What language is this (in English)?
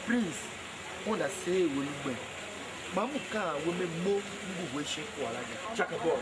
Tiv